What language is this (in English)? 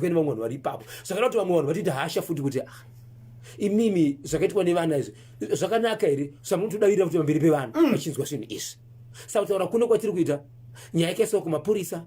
Shona